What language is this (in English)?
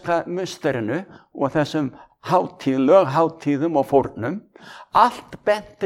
Icelandic